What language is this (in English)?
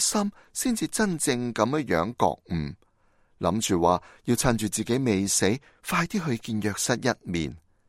Cantonese